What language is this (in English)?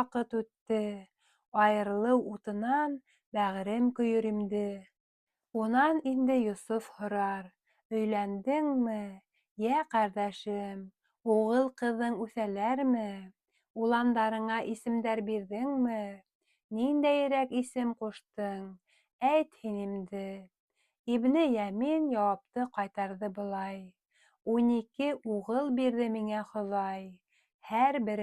Bashkir